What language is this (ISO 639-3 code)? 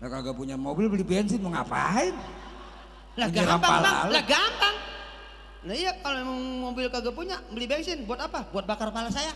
bew